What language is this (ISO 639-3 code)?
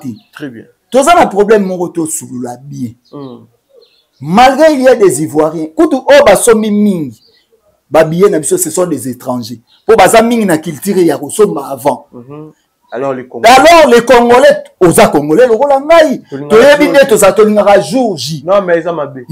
lin